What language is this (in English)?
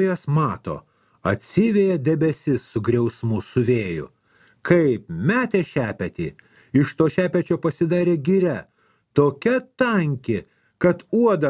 Lithuanian